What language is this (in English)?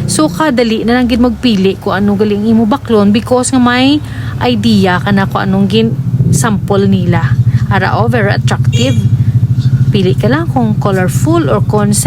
Hiligaynon